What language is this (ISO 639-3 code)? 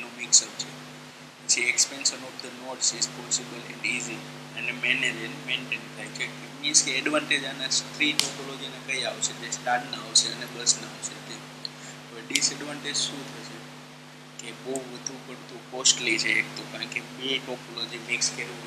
guj